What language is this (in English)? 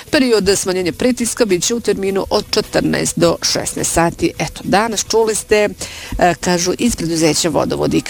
Bosnian